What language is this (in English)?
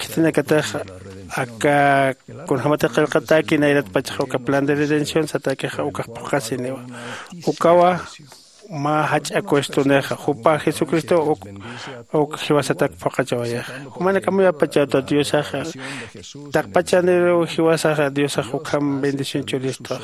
Aymara